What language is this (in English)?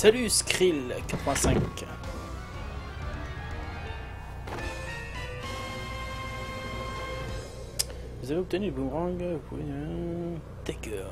French